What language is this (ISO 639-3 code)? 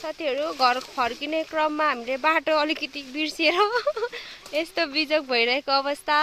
nep